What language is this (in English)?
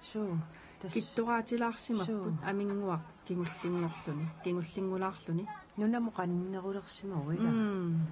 Kalaallisut